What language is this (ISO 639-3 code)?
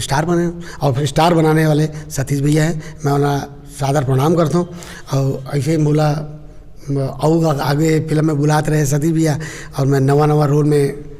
hne